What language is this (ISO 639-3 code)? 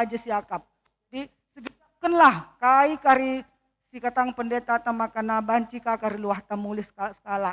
btx